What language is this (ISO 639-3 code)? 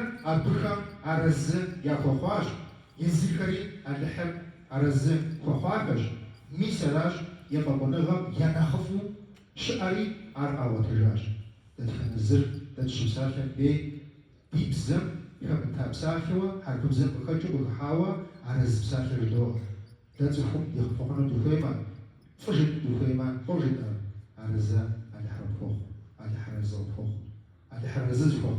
kbd